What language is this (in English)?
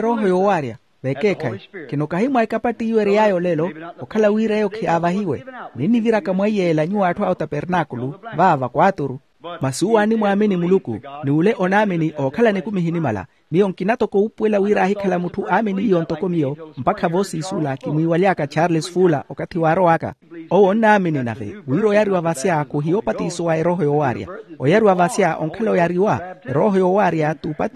Makhuwa